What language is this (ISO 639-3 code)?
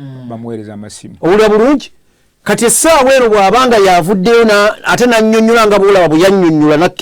lug